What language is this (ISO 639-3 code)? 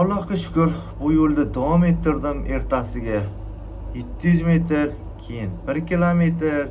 uzb